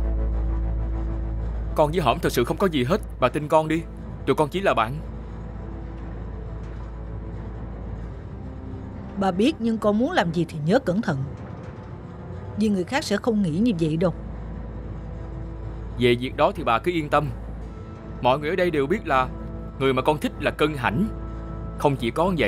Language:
Vietnamese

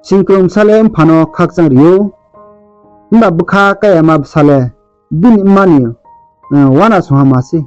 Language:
Riang (India)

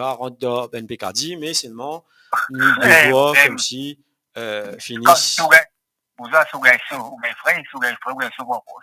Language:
Morisyen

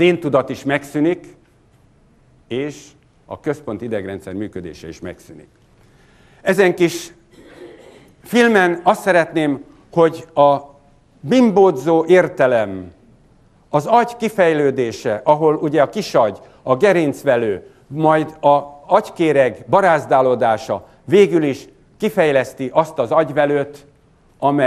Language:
Hungarian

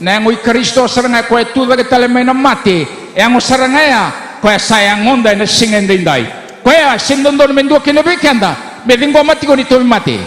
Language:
Fijian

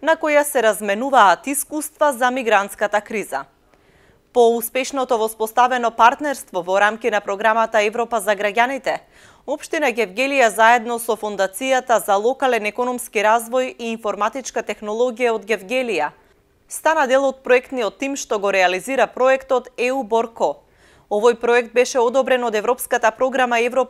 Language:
Macedonian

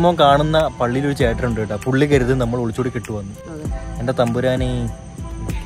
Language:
Malayalam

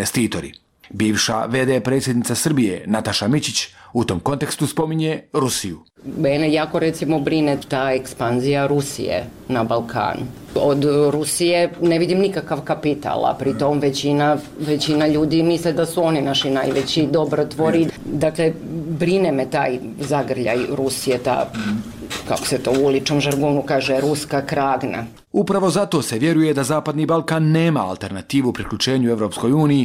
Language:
Croatian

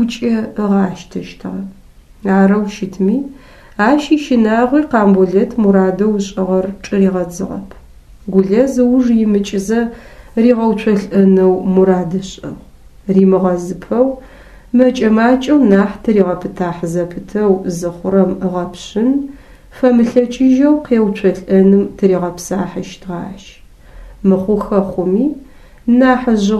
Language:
Adyghe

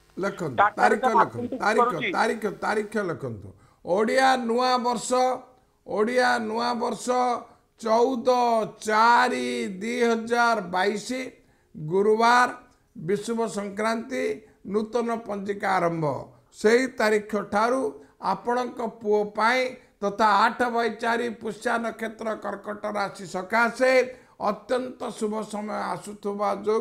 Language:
Odia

